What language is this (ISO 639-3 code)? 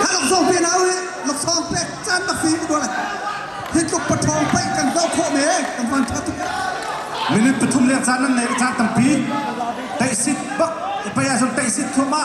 cnh